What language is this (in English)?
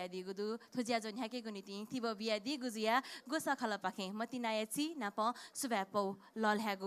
Newari